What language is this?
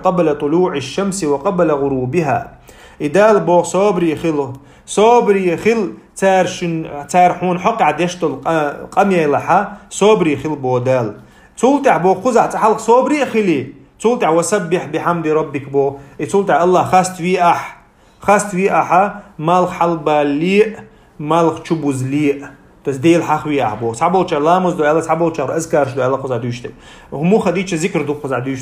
Chechen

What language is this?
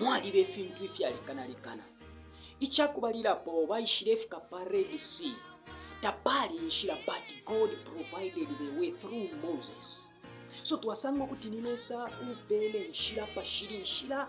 Bemba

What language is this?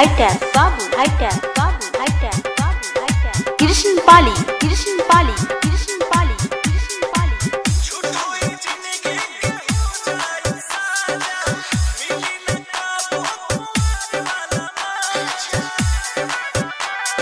Bhojpuri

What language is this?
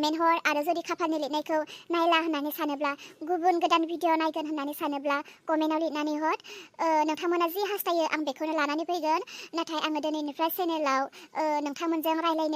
Bodo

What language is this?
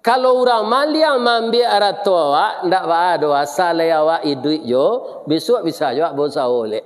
Minangkabau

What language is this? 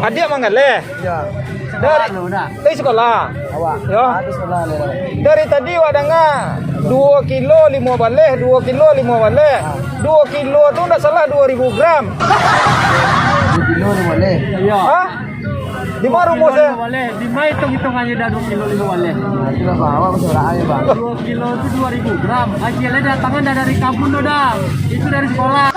Minangkabau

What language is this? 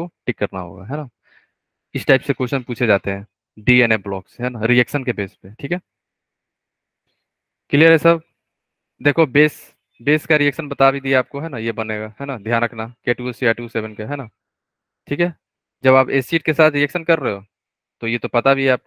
Hindi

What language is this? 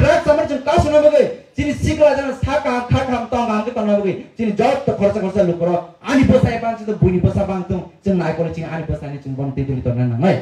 Kok Borok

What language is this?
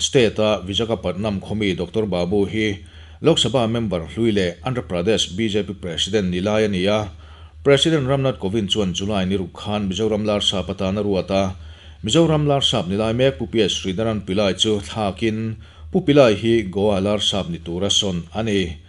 Mizo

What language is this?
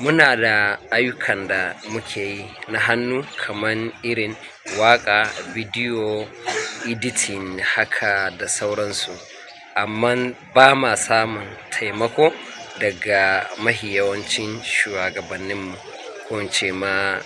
Hausa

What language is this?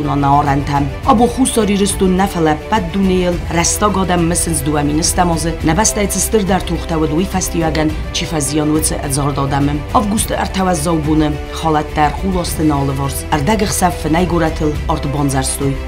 Ossetic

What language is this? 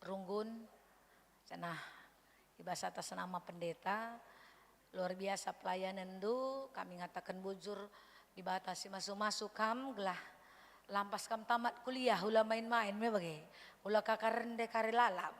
Batak Karo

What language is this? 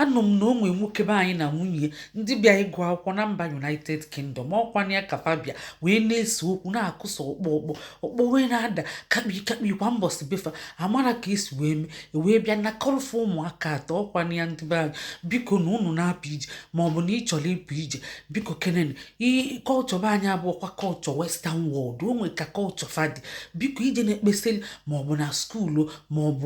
Igbo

